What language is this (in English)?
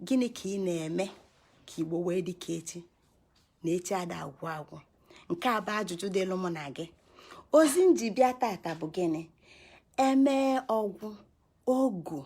Igbo